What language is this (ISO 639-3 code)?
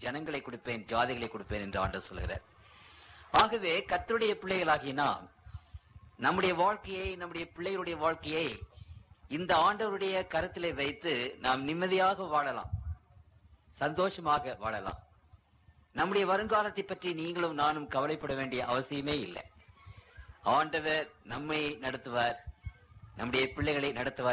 tam